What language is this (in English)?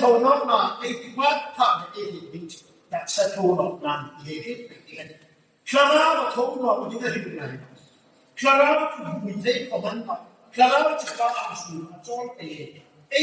Hmar